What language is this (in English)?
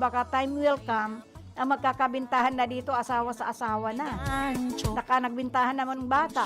Bikol